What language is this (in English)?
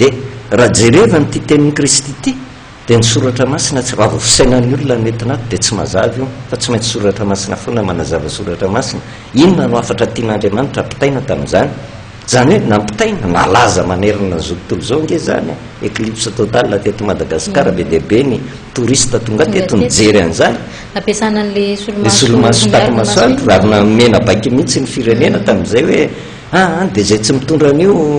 Malagasy